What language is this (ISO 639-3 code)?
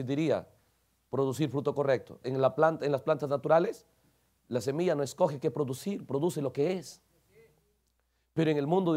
spa